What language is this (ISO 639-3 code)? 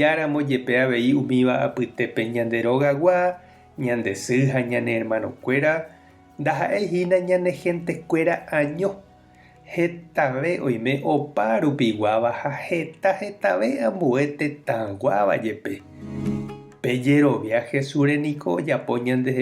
grn